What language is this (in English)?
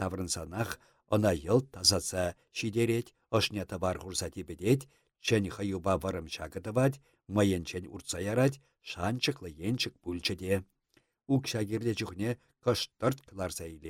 Chuvash